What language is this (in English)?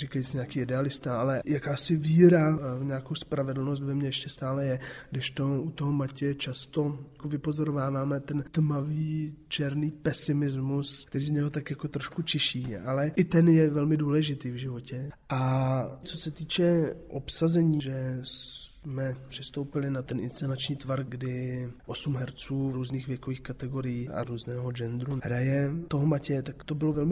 Czech